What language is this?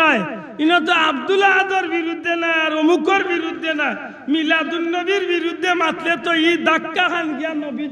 Sylheti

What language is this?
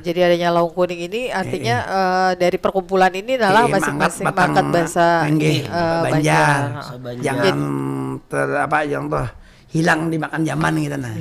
Banjar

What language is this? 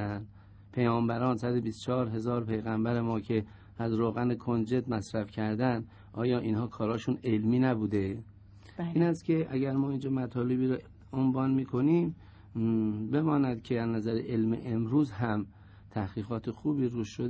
Persian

